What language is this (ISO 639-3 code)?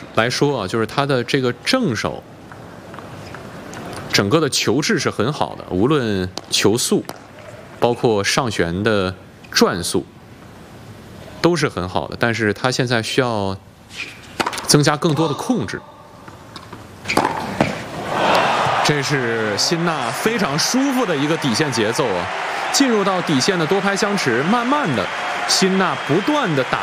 zho